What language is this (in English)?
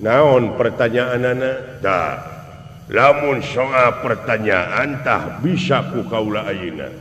Sundanese